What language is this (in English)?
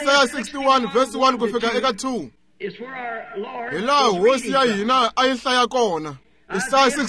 Tsonga